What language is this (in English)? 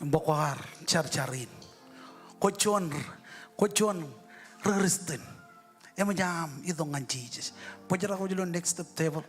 Marshallese